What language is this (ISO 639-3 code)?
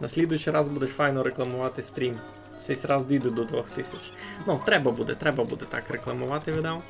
rue